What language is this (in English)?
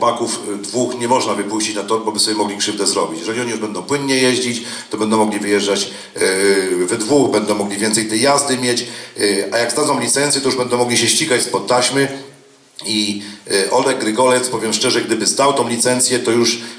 Polish